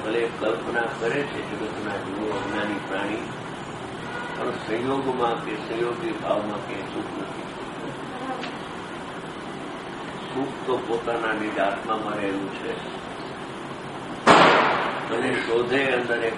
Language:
Gujarati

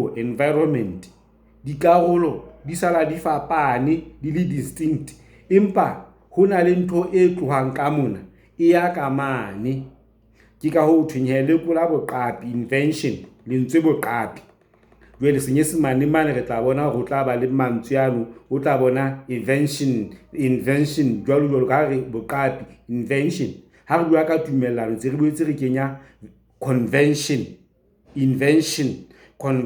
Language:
Southern Sotho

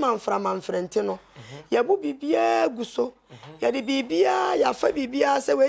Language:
Akan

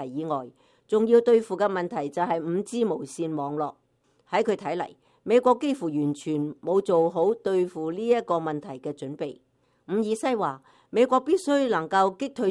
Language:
Cantonese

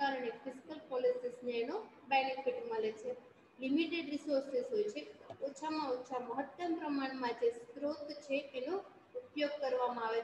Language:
Gujarati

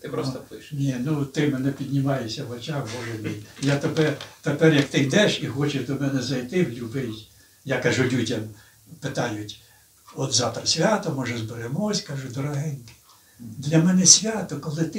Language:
Ukrainian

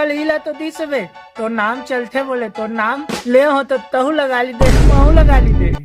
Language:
Chhattisgarhi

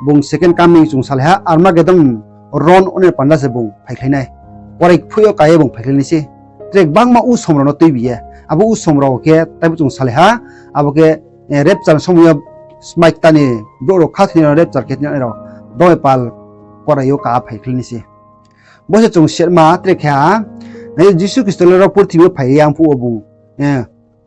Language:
Riang (India)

